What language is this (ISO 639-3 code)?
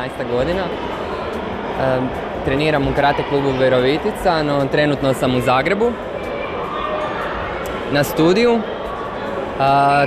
hrv